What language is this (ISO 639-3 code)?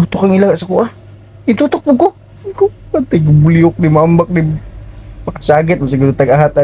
ceb